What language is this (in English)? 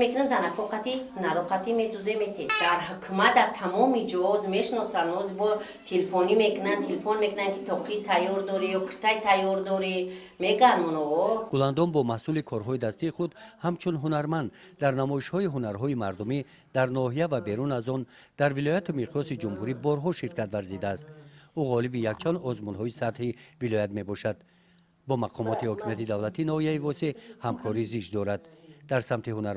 Tajik